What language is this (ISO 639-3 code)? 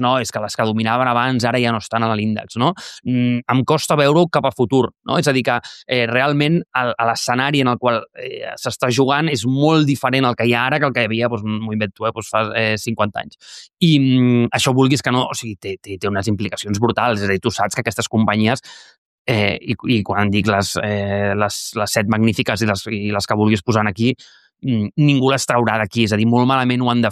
cat